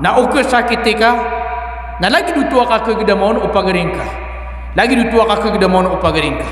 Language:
Maranao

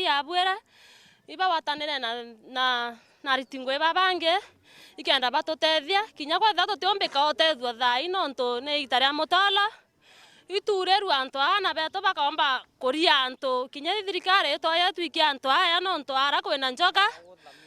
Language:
Meru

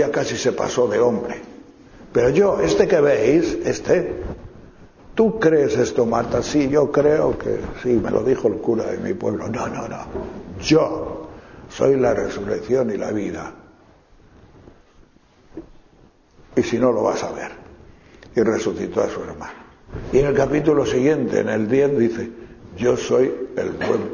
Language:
Spanish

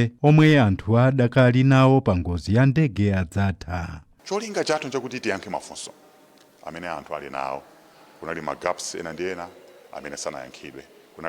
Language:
Nyanja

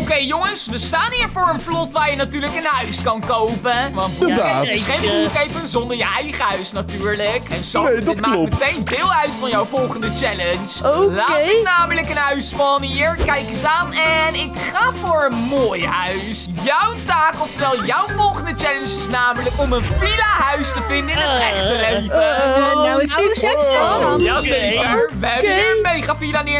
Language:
Dutch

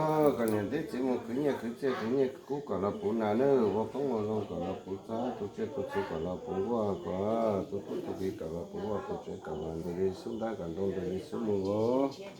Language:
Hmong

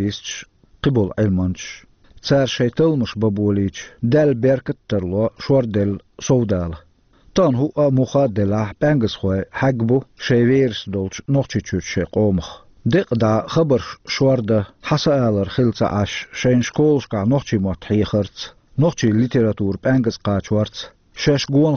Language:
Chechen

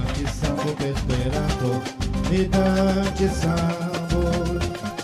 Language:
Esperanto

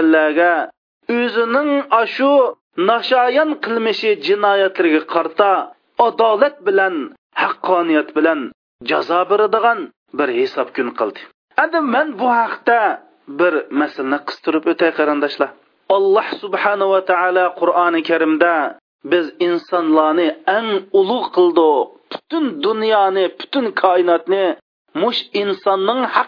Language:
Uyghur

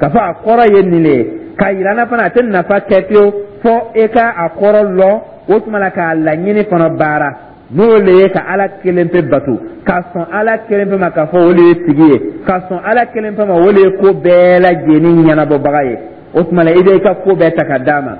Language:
Dyula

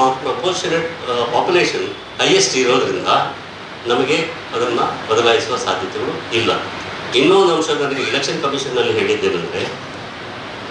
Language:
Kannada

